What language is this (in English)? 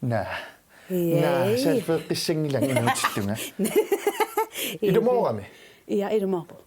Kalaallisut